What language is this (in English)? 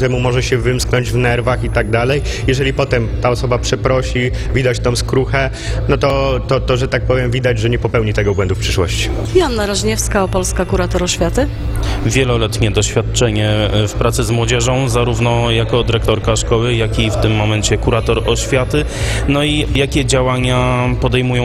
Polish